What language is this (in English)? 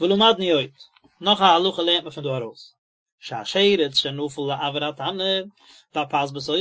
Yiddish